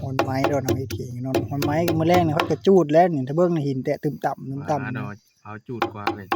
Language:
Northeastern Thai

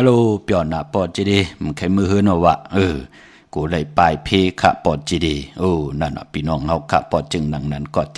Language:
Shan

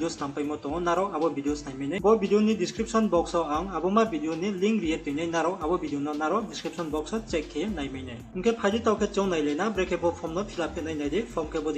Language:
Riang (India)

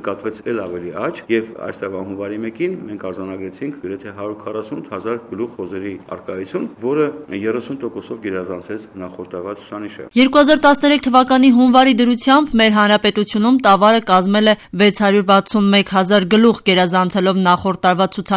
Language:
Armenian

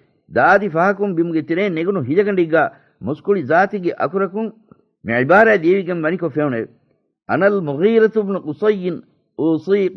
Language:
Divehi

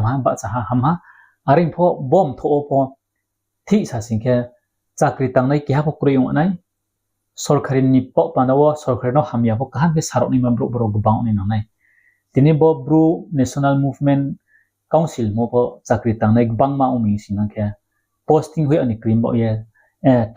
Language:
Riang (India)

